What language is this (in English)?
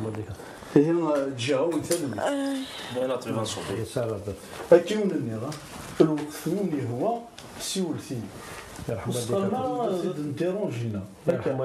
Kabyle